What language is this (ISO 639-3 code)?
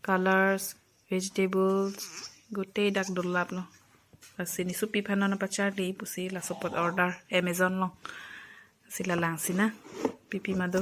mjw